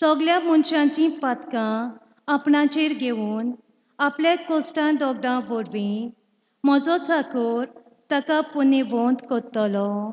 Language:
Konkani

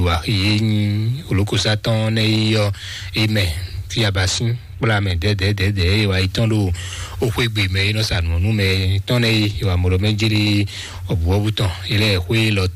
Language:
Fon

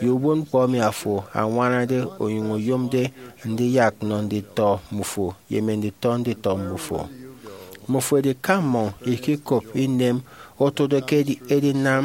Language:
Efik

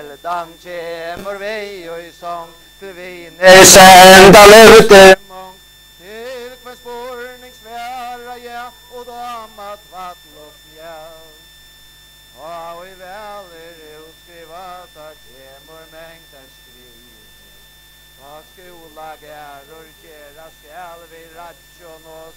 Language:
Faroese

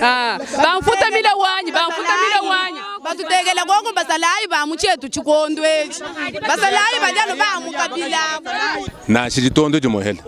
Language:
Luba-Lulua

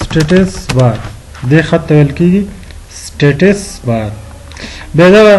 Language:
Pashto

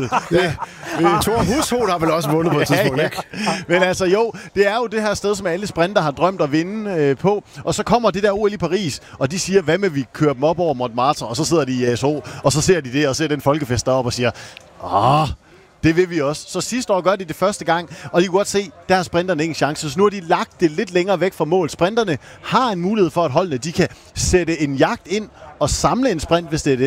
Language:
Danish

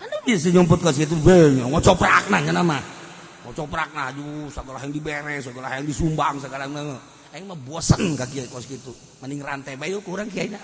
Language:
Sundanese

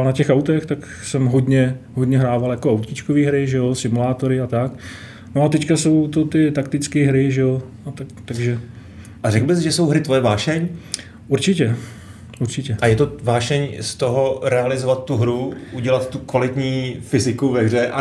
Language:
Czech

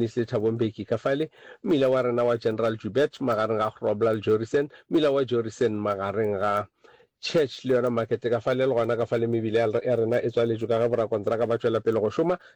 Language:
Northern Sotho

